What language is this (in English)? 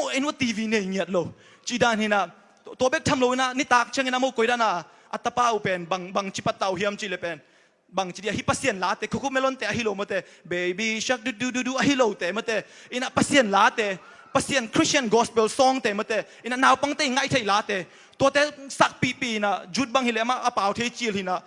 Tedim Chin